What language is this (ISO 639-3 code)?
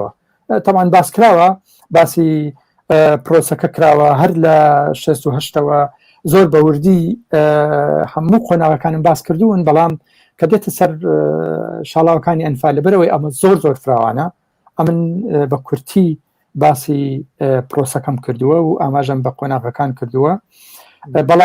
ckb